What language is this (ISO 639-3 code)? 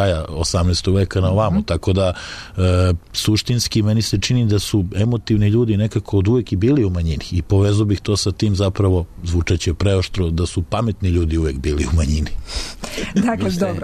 srp